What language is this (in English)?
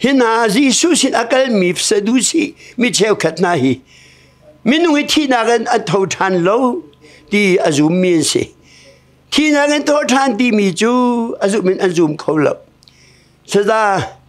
Hakha Chin